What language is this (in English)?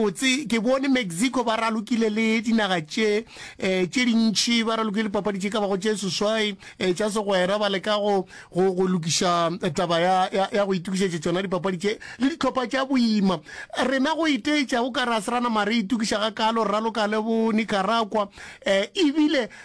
Northern Sotho